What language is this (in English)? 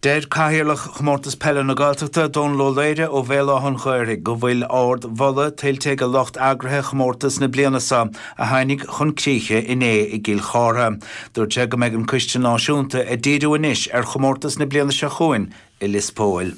Irish